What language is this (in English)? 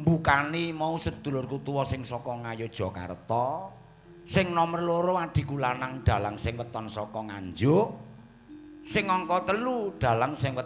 Javanese